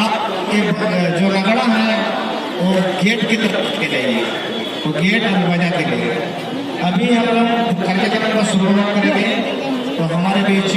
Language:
Santali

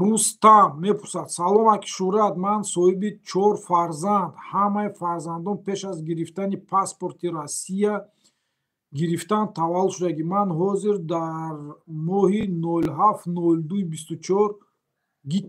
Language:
Tajik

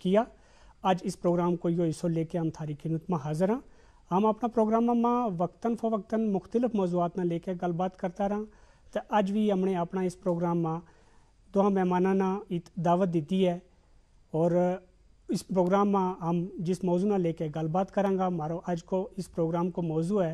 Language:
Gujari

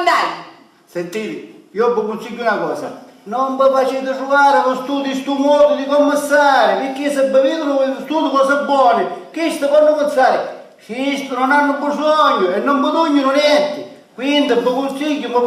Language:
Sicilian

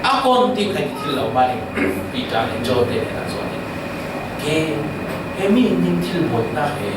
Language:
Falam Chin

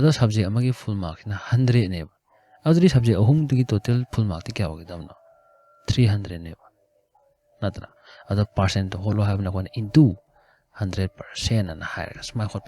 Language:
Manipuri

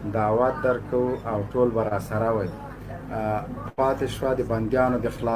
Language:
Pashto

